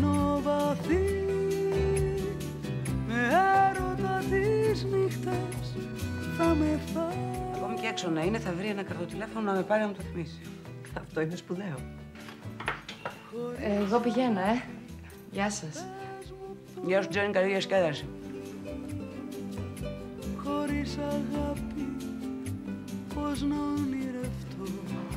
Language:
Greek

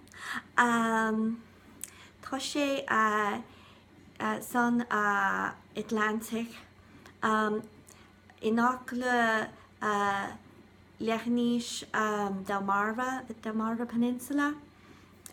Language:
Irish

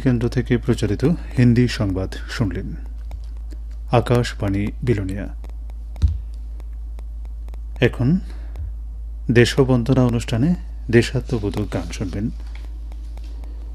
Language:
Bangla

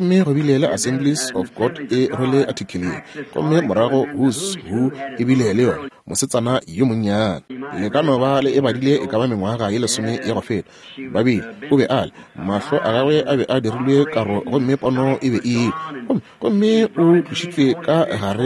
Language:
Northern Sotho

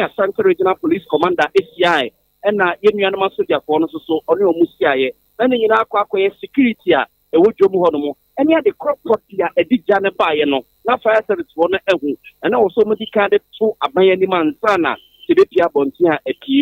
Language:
Akan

